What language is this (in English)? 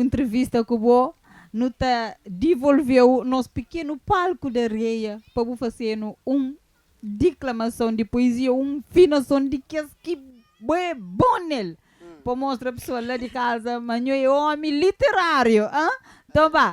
Kabuverdianu